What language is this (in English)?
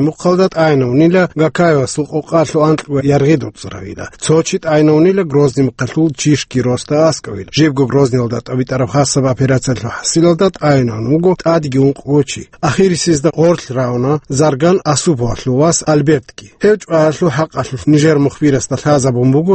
Avaric